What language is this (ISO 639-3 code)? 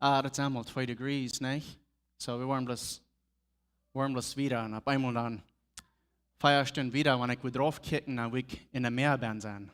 pdt